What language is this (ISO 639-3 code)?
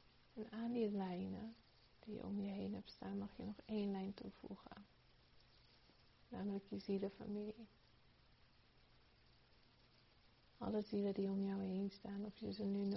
nld